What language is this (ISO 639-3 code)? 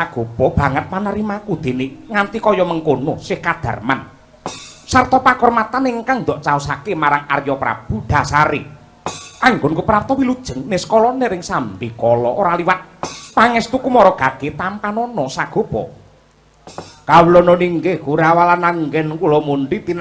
jav